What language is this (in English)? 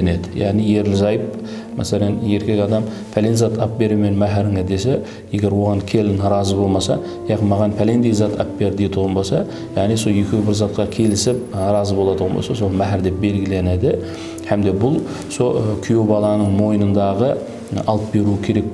Kara-Kalpak